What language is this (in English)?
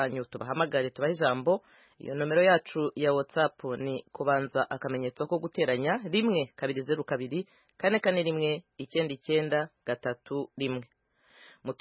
Kinyarwanda